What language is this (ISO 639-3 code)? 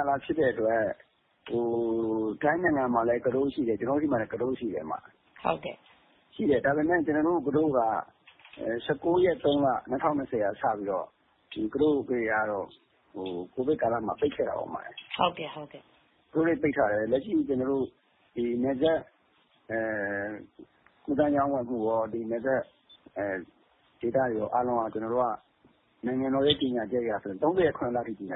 mya